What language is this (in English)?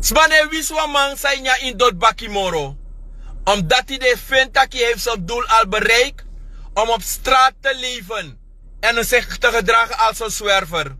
Sranan Tongo